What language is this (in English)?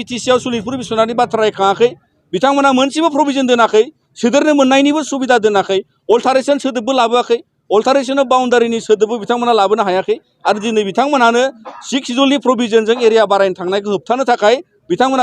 Bodo